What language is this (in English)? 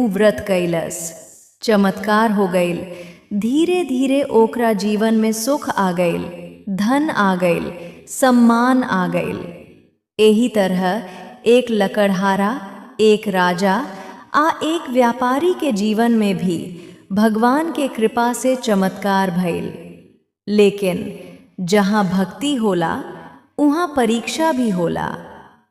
Bhojpuri